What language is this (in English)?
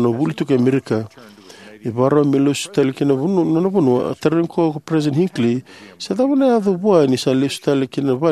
Fijian